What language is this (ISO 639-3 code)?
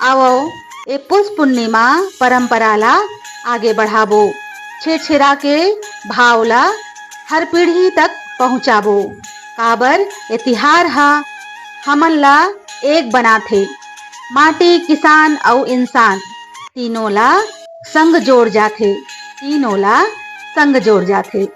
hne